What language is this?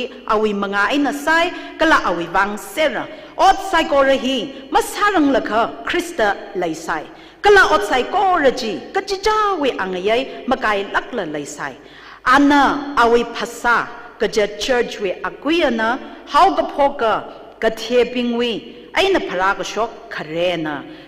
Tangkhul Naga (India)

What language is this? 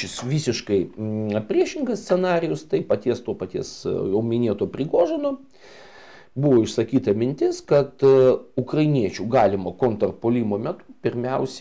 Lithuanian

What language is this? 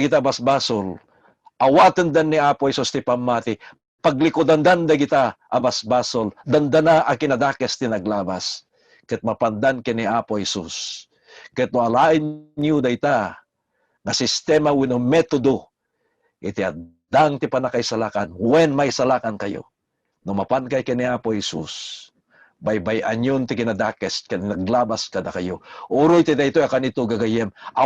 Iloko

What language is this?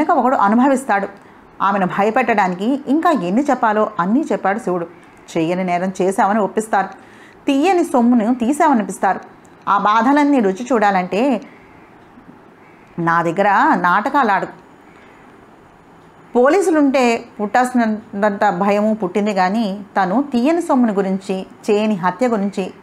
Telugu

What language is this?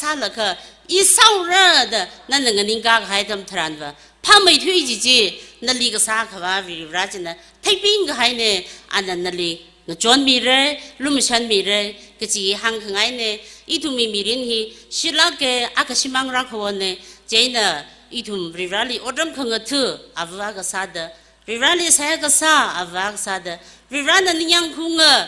Tangkhul Naga (India)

